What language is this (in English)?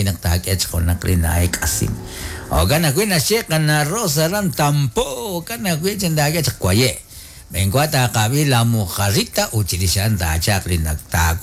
Kekchí